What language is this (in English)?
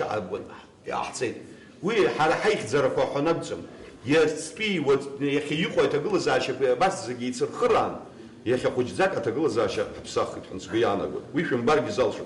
Abkhazian